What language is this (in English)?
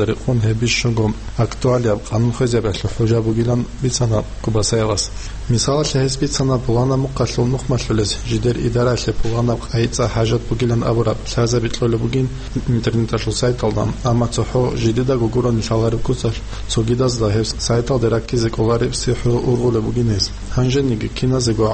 Avaric